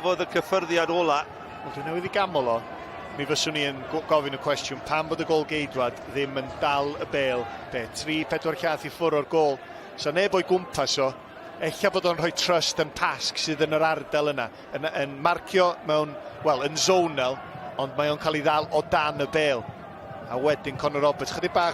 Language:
Welsh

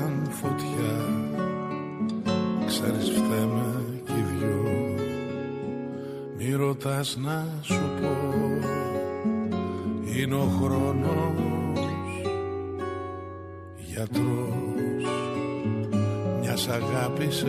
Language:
Greek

